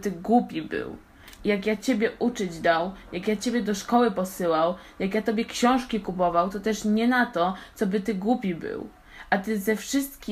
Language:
Polish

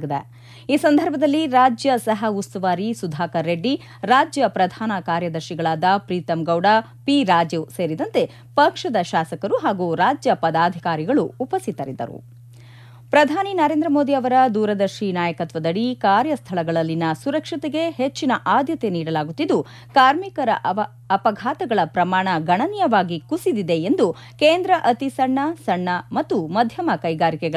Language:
Kannada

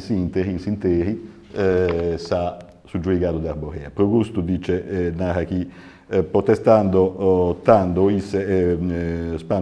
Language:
Sardinian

